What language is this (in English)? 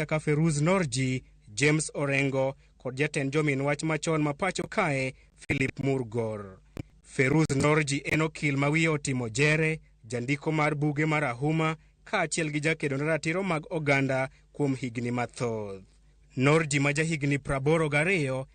Luo (Kenya and Tanzania)